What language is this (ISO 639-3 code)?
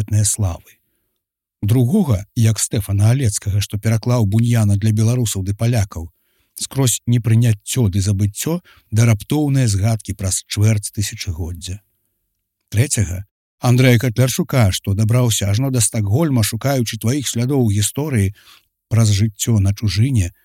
bel